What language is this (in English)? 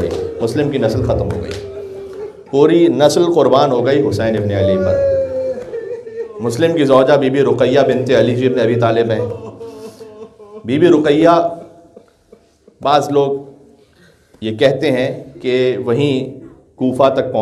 Urdu